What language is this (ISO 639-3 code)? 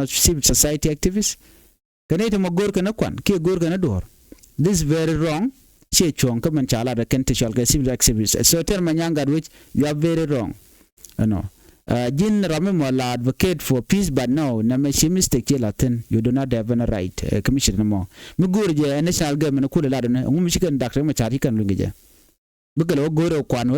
nus